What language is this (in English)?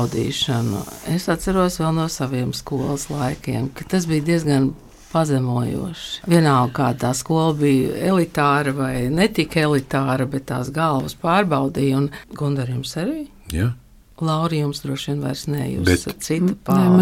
Latvian